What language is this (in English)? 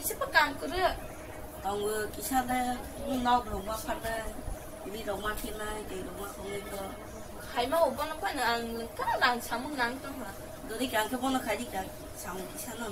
Kok Borok